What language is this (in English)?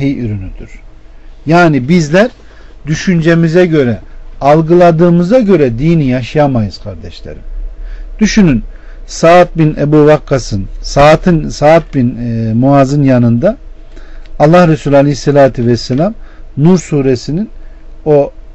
Turkish